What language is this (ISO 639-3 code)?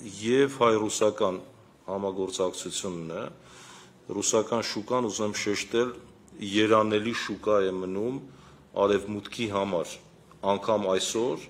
hye